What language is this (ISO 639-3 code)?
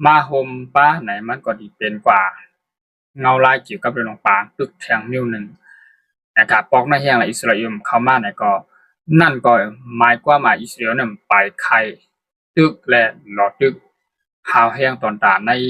shn